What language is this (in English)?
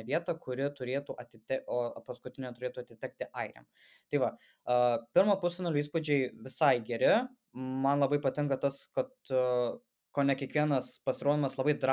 Lithuanian